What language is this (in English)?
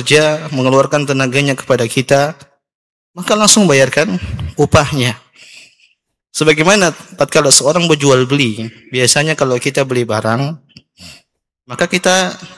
Indonesian